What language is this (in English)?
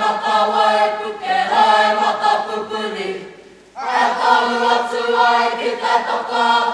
Māori